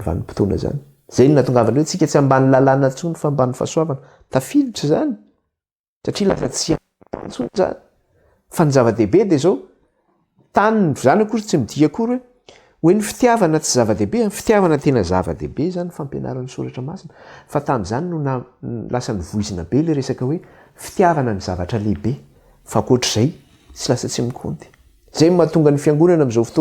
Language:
Malagasy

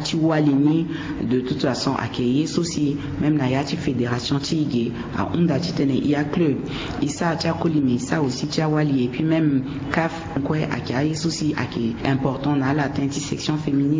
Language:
Sango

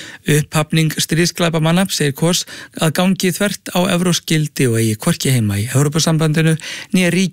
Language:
Icelandic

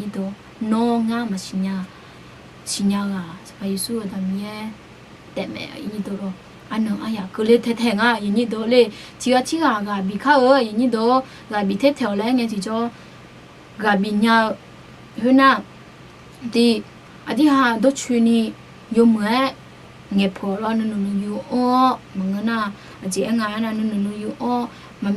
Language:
Akha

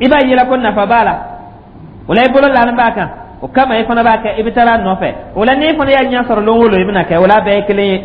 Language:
Dyula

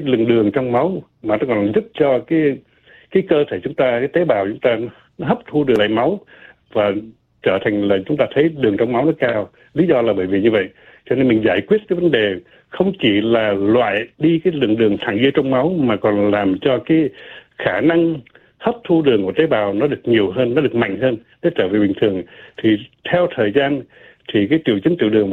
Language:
Vietnamese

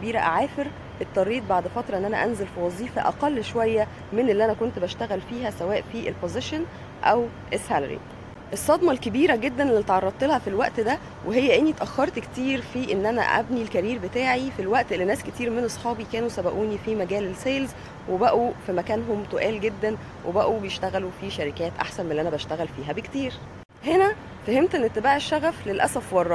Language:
Egyptian Arabic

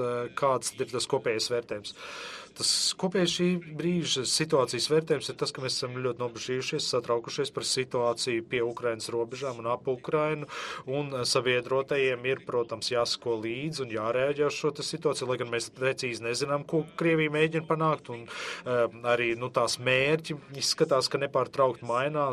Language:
Latvian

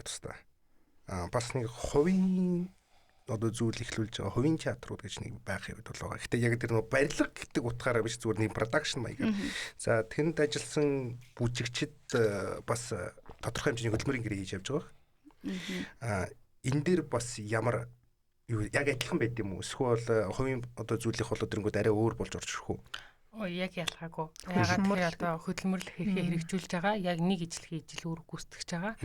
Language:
Mongolian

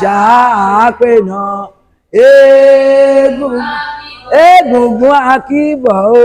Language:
Yoruba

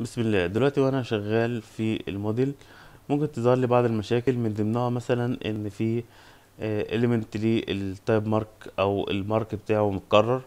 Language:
Egyptian Arabic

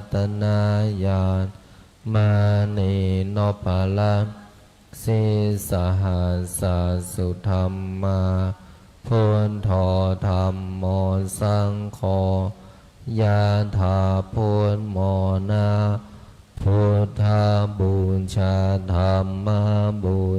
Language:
Pali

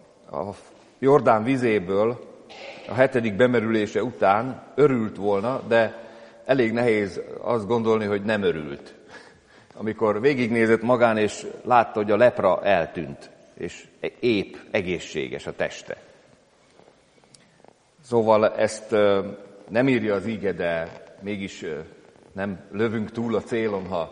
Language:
Hungarian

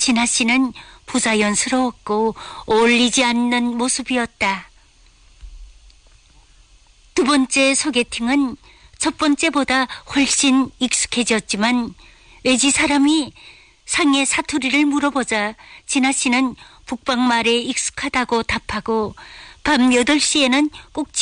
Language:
Korean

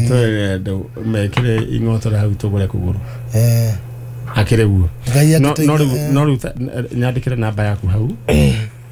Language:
Kikuyu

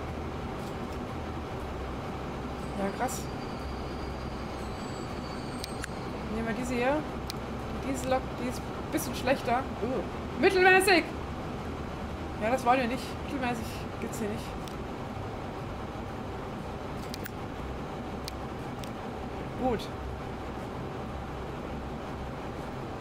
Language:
German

